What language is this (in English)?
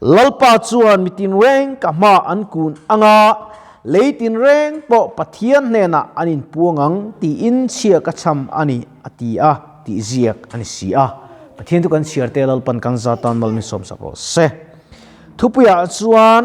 Mizo